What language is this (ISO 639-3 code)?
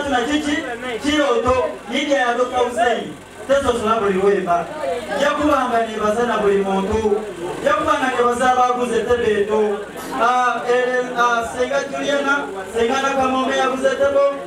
xog